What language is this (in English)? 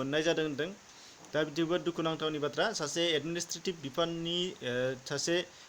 Bodo